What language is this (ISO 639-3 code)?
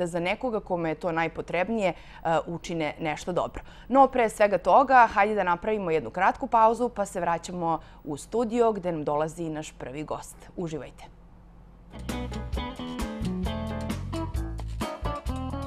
srp